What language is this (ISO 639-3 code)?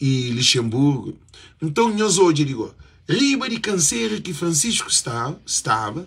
kea